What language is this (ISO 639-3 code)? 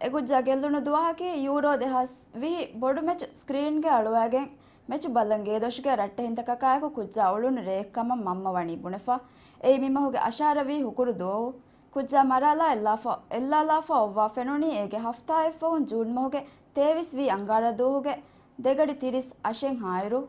div